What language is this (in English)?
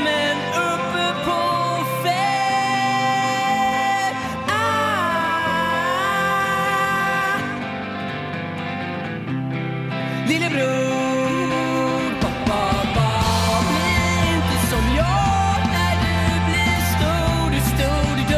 Swedish